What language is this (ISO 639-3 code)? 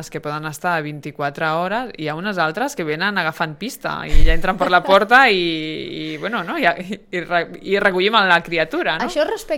cat